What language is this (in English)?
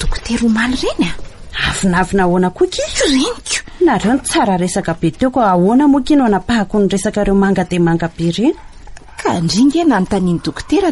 Malagasy